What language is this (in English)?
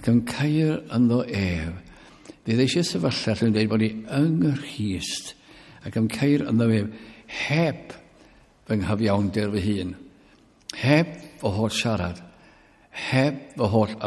Welsh